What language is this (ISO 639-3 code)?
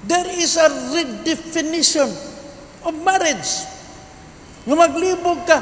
ceb